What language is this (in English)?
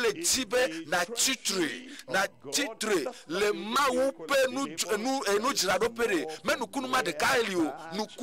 Ewe